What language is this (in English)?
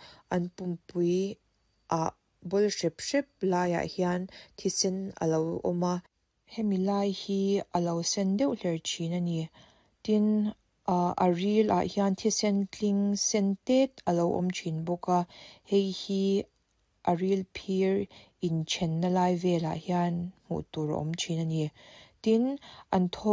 Mizo